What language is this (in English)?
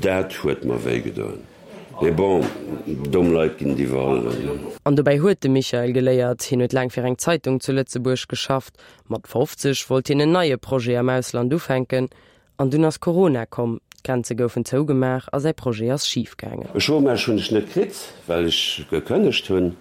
Luxembourgish